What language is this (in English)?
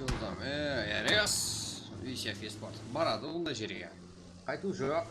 Kara-Kalpak